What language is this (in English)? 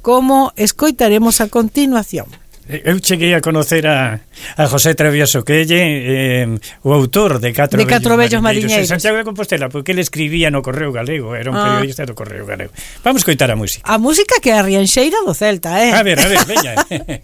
Galician